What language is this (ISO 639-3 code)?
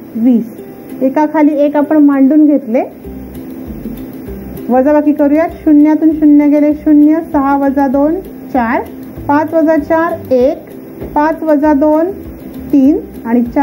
mar